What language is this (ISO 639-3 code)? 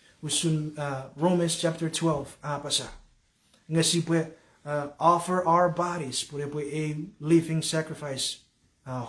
chk